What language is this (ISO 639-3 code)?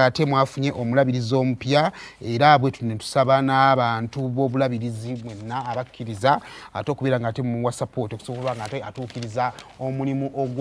lug